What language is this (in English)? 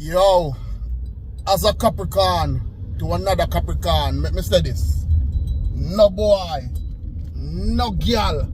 Jamaican Creole English